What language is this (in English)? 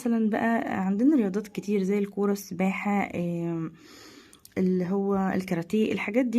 Egyptian Arabic